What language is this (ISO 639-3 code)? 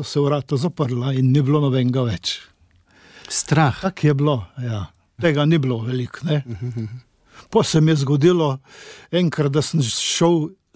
slv